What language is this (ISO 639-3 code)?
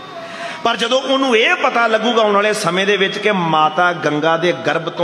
pan